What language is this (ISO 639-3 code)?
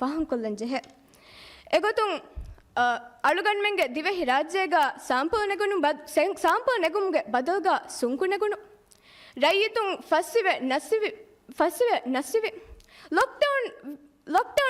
div